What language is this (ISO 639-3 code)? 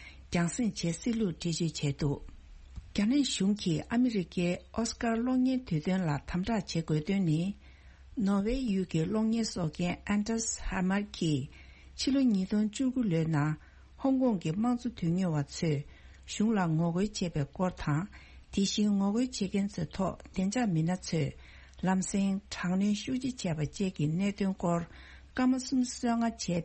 bod